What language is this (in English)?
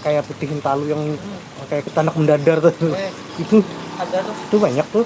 Banjar